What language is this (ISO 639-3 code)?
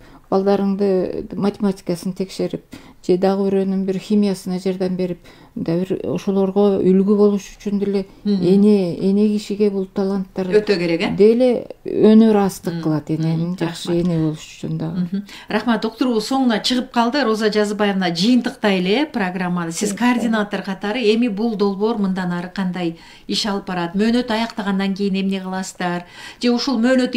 kir